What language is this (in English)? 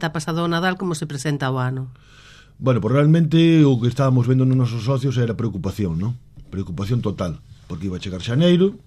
Galician